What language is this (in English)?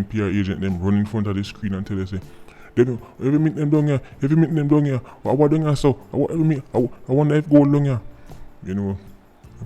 Jamaican Creole English